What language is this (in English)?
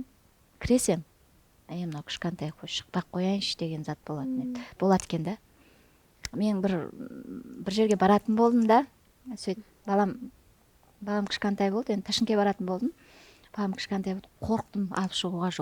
Kara-Kalpak